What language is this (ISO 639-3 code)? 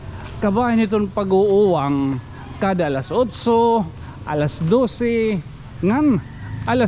war